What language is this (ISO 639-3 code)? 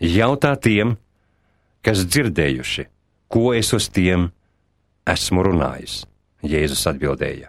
lav